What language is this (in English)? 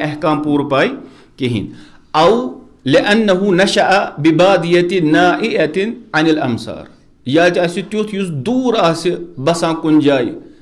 Kashmiri